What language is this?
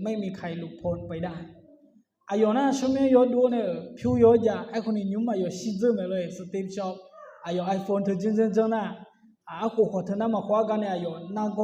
Akha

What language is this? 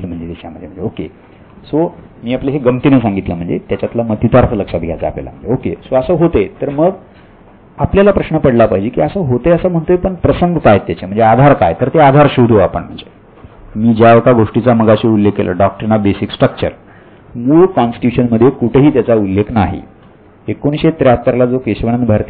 Marathi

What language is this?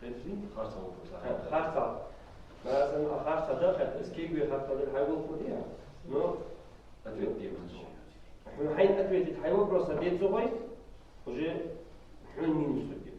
Ingush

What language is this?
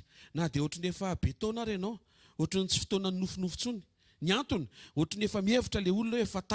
Malagasy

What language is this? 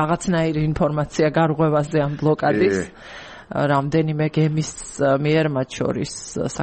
Georgian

